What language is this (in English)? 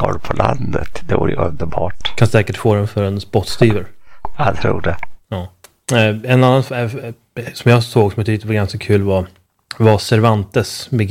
Swedish